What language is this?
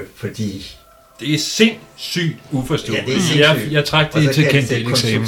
Danish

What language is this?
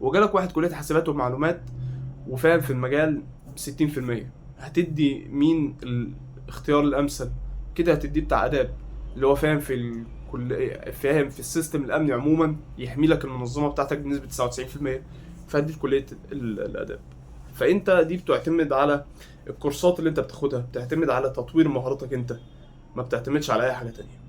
Egyptian Arabic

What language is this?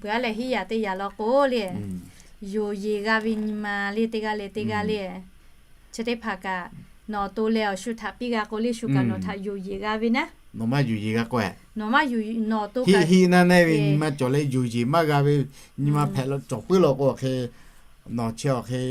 Lahu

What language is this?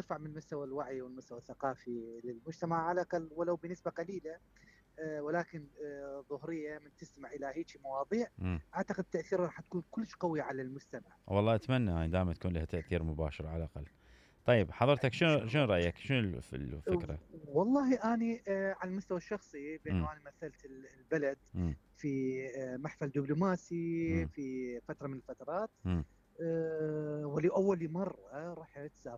Mesopotamian Arabic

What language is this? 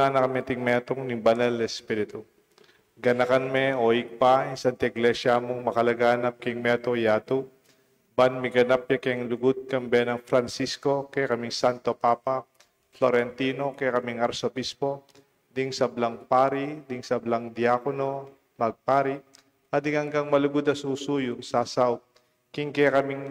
Pampanga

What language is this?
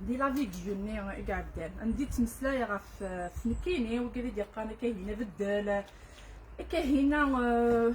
Kabyle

